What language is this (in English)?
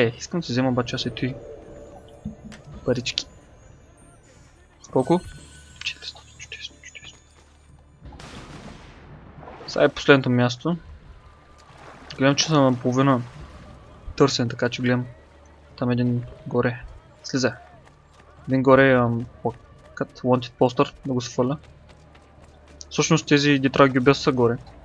Bulgarian